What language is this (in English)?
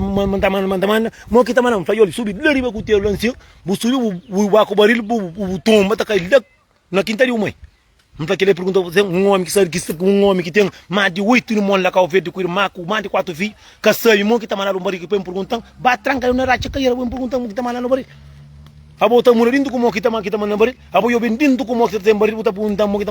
Kabuverdianu